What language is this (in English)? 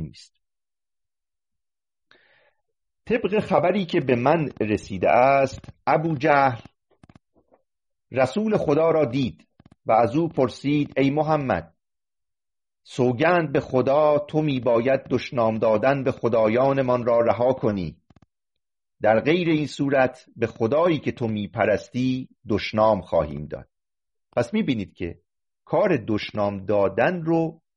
Persian